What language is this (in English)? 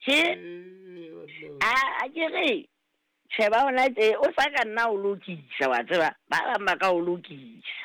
Southern Sotho